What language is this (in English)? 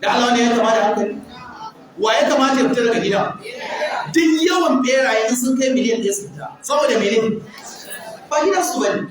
Hausa